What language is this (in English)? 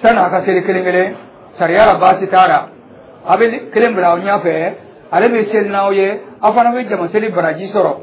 Dyula